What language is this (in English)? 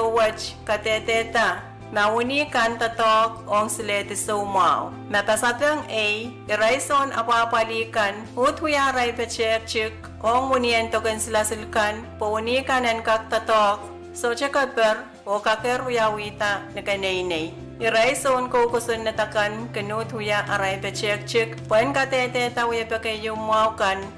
Pohnpeian